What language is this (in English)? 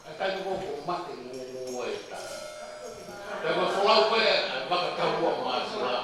Tongan